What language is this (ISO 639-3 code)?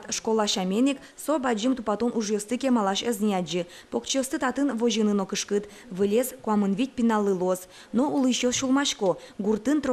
udm